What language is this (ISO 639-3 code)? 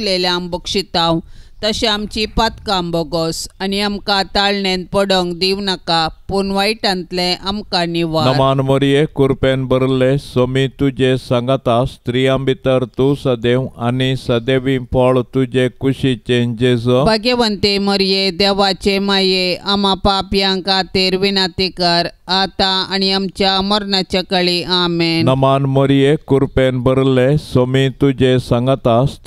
kok